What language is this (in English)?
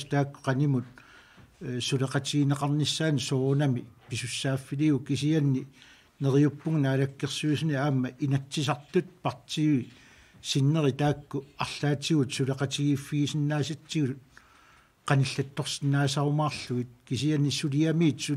Kalaallisut